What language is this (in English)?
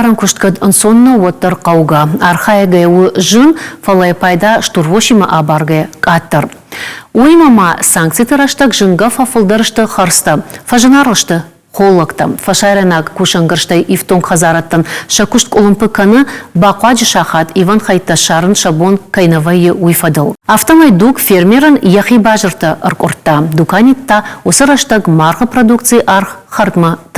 Ossetic